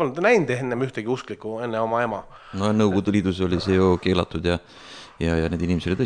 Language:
Estonian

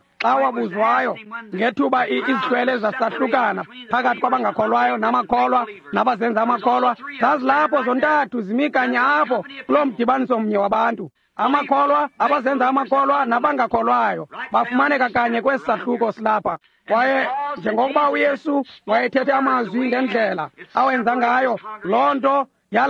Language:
Xhosa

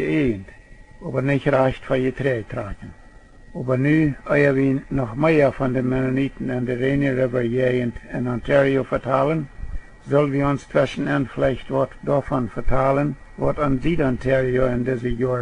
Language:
Plautdietsch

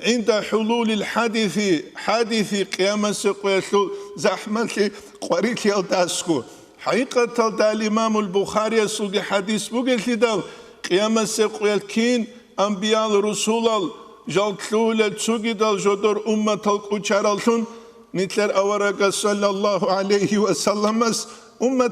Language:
Avaric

